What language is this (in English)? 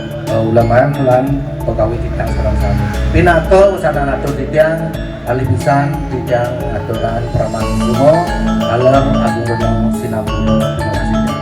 Balinese